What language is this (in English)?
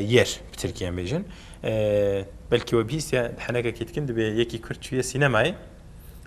Kurdish